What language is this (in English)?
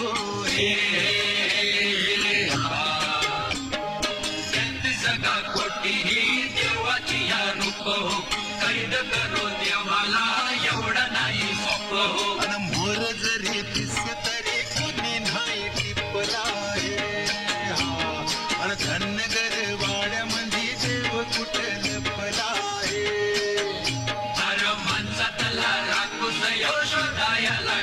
Marathi